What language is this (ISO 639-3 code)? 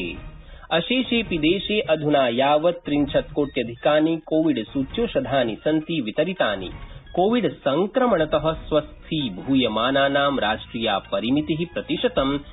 san